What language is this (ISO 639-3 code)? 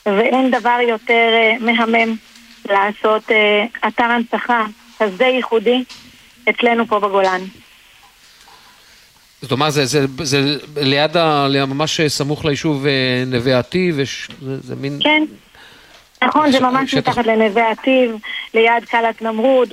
heb